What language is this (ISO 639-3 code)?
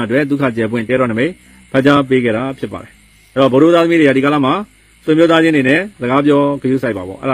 mya